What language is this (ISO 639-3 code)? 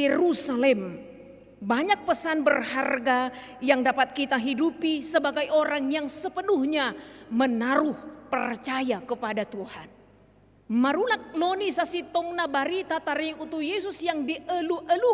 bbc